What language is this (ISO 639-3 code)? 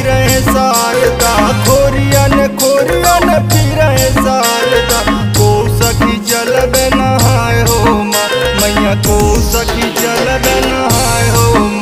bho